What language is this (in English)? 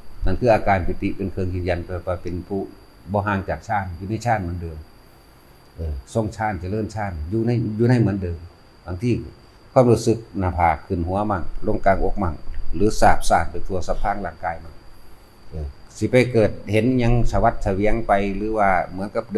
Northeastern Thai